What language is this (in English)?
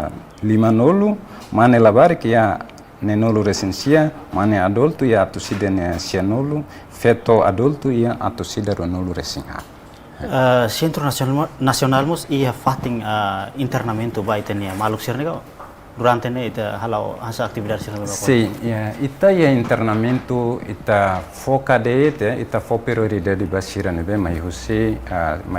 Tetum